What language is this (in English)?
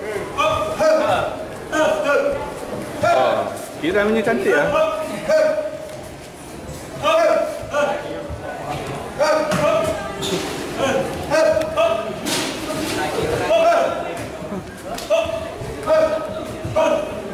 Malay